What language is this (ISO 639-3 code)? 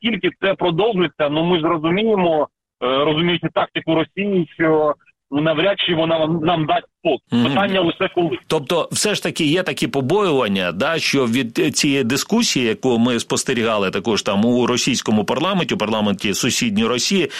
ukr